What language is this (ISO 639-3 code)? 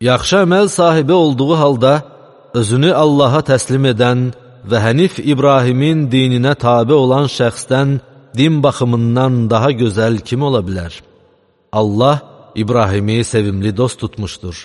aze